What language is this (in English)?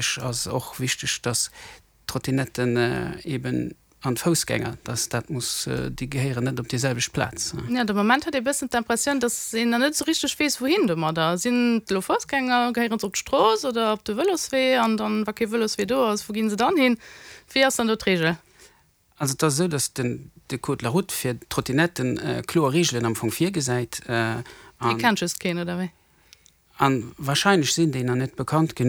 Luxembourgish